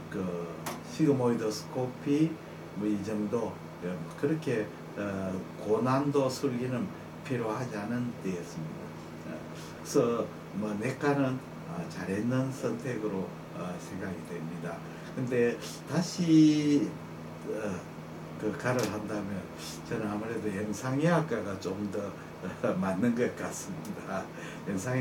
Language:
Korean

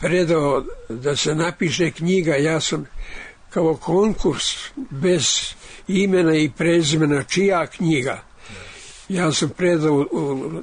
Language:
Serbian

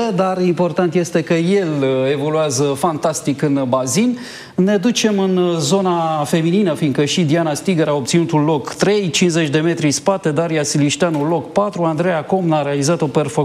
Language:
Romanian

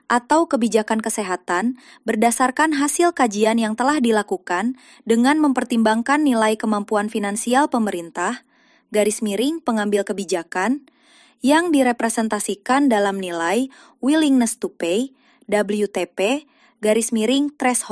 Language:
Indonesian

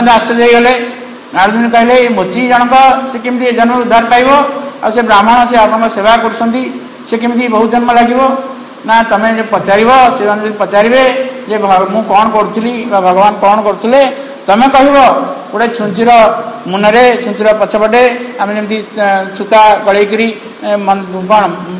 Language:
Odia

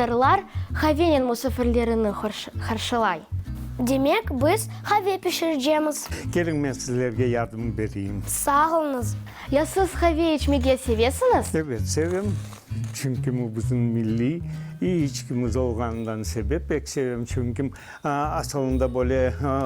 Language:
Crimean Tatar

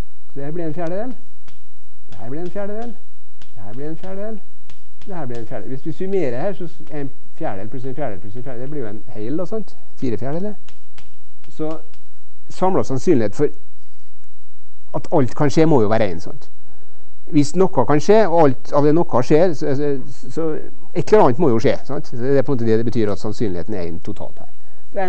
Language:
Norwegian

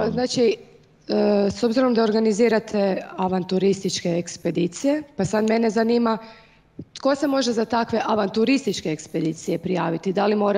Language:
Croatian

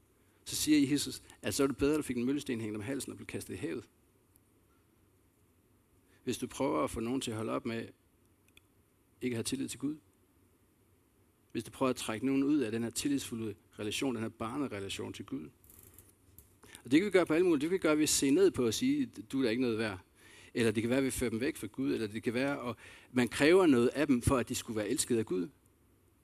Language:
Danish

